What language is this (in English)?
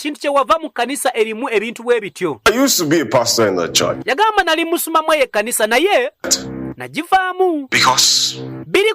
Ganda